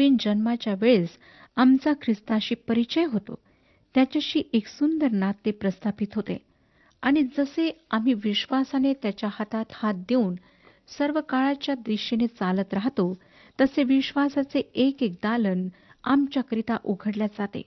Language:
Marathi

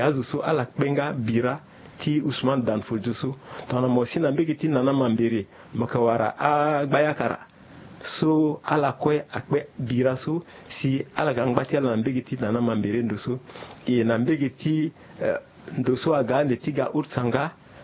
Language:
Sango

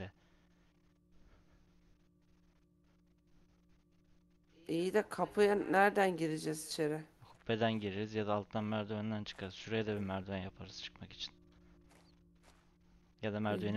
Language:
Turkish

